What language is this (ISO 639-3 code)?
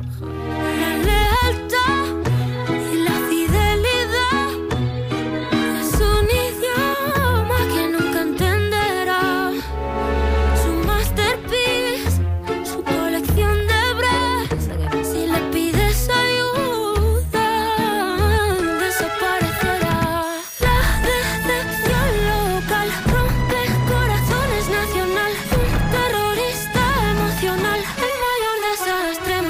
spa